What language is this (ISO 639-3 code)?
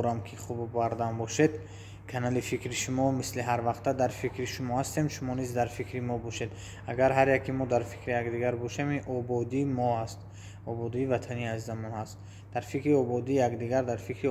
tgk